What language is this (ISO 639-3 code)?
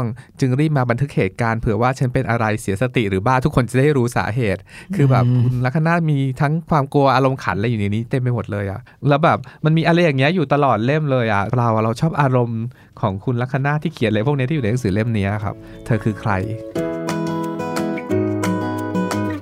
tha